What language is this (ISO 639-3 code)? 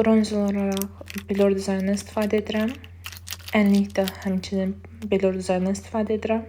aze